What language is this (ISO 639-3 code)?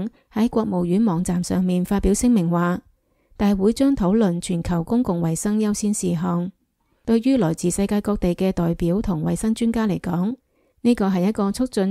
yue